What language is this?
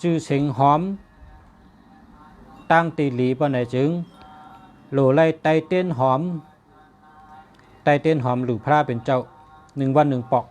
Shan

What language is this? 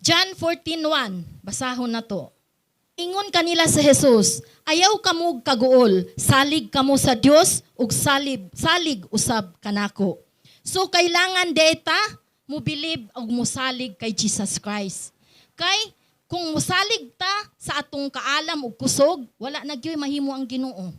Cebuano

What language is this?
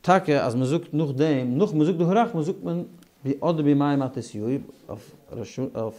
Yiddish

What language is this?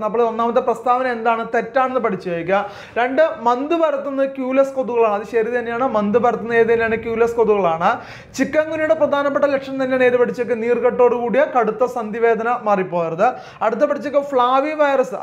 Malayalam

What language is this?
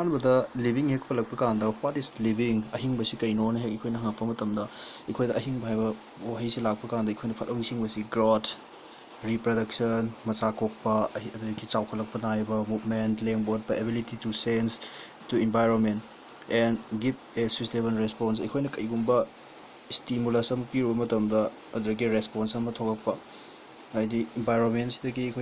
Manipuri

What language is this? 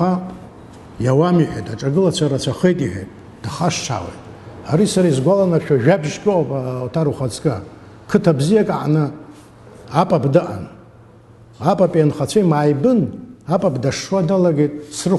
Abkhazian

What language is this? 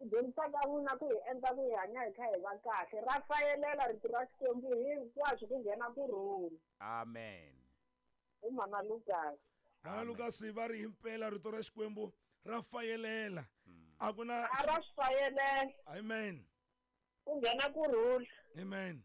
Tsonga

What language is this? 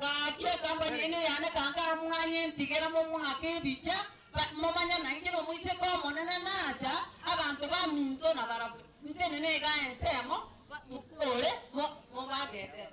Gusii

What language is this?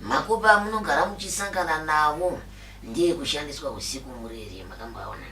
Shona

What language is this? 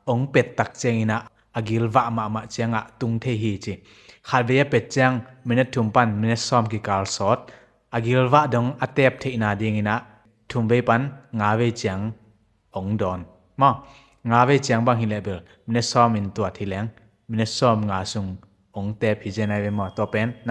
Tedim Chin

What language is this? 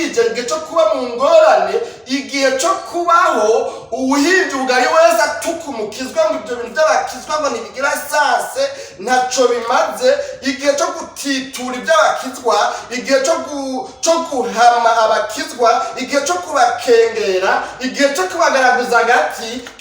Rundi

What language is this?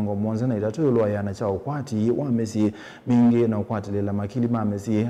Kamba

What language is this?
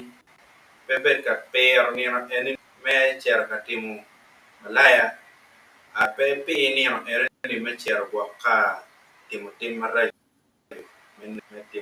Acoli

